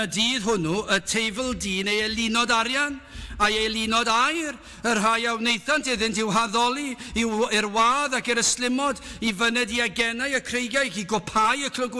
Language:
Welsh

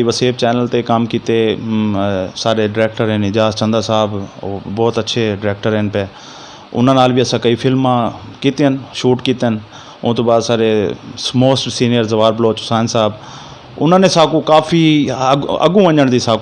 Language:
Saraiki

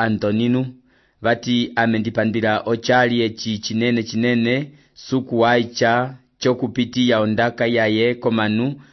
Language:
Umbundu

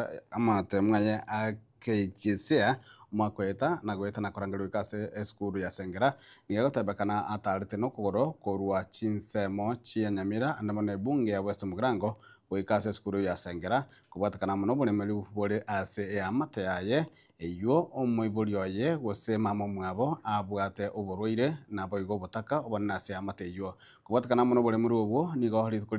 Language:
Gusii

